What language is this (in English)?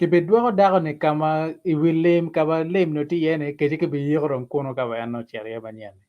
Acoli